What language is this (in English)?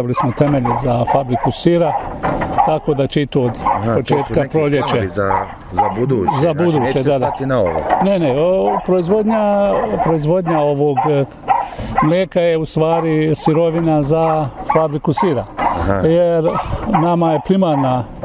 Bosnian